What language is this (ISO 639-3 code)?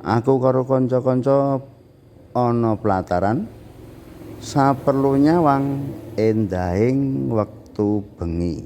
jav